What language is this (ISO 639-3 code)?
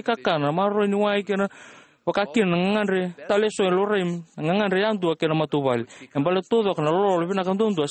fij